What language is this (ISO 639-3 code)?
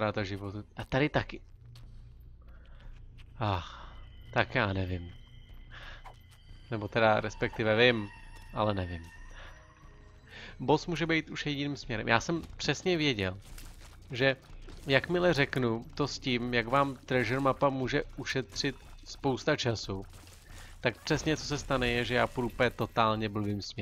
ces